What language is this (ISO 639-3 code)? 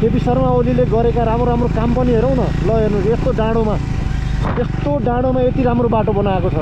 nep